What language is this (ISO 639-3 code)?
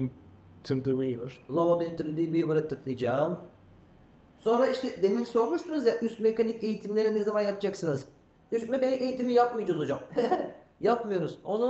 tur